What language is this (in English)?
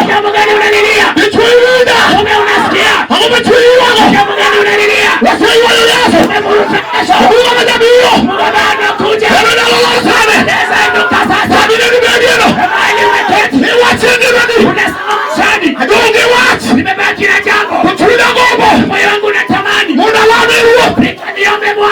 Luo (Kenya and Tanzania)